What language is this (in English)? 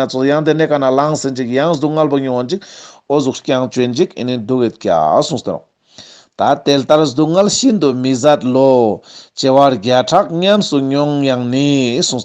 Ladakhi